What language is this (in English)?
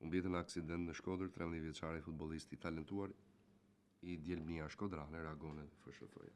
Albanian